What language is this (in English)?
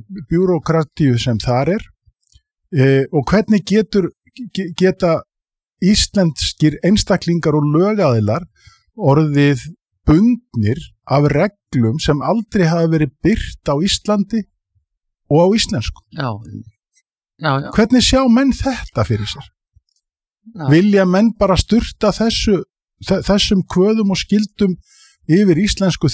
Icelandic